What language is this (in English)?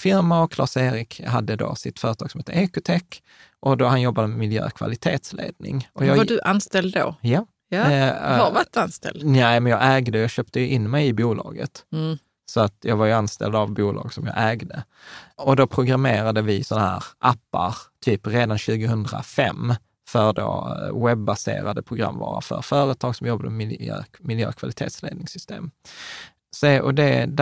Swedish